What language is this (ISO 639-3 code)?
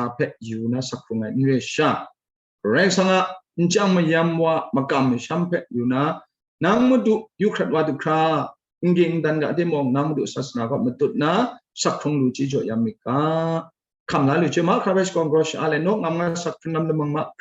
kac